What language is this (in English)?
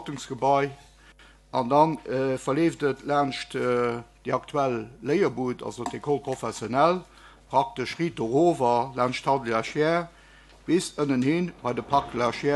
Luxembourgish